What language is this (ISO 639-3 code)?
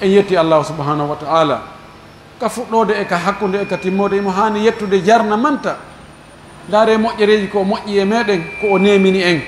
fuf